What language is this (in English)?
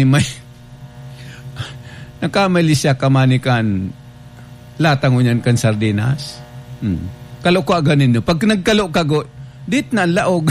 Bikol